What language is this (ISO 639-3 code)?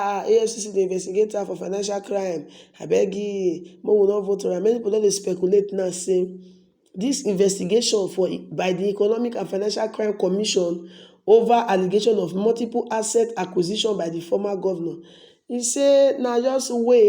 pcm